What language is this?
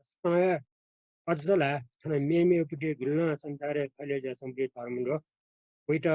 Newari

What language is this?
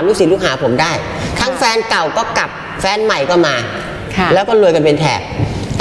Thai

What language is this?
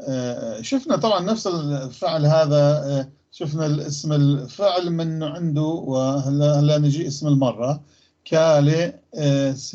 North Levantine Arabic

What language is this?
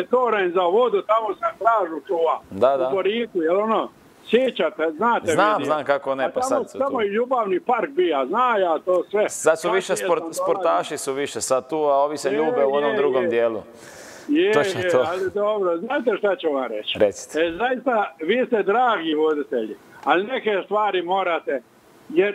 Croatian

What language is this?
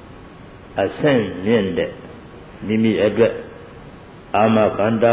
Burmese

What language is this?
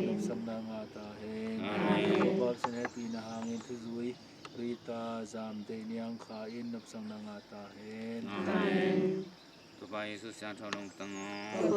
Tedim Chin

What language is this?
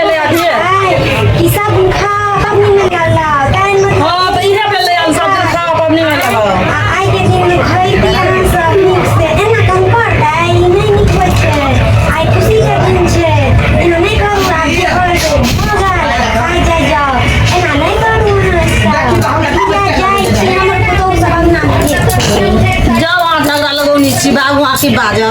Maithili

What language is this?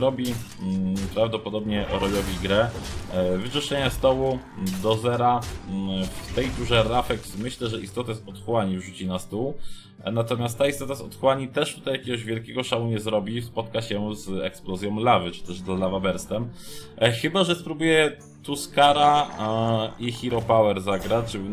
Polish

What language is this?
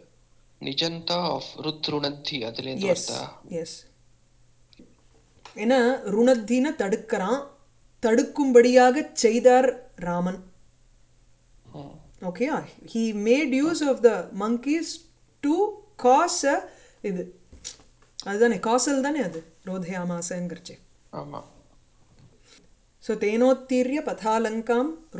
Tamil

